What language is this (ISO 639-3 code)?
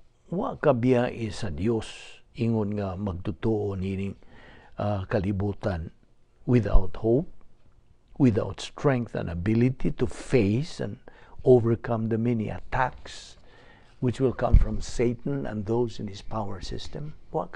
ceb